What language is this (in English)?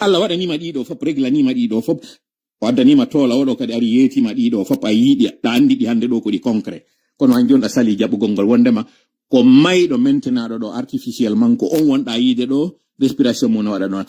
Fula